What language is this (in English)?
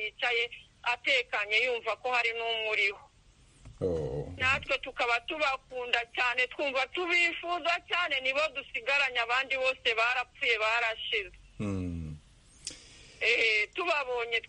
Kinyarwanda